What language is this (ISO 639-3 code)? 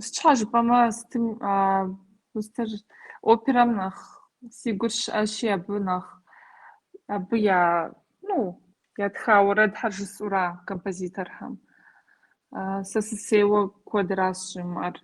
kbd